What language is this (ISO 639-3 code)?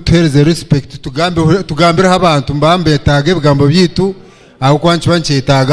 nyn